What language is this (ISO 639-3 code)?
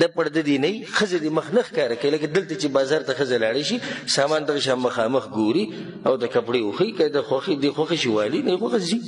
pus